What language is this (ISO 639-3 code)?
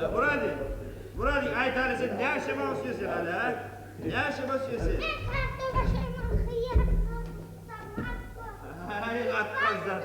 kum